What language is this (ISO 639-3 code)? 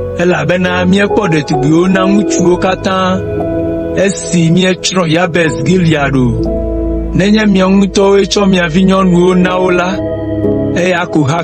ewe